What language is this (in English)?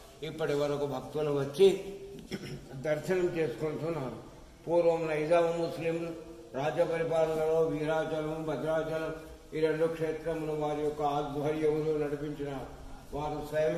Telugu